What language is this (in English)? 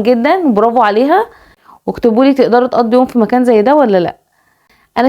Egyptian Arabic